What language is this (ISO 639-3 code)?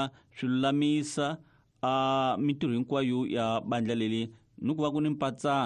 tso